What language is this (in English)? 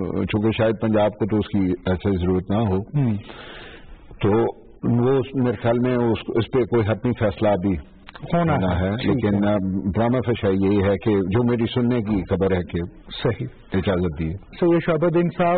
Urdu